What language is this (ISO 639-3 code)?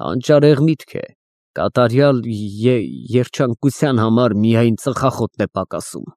hye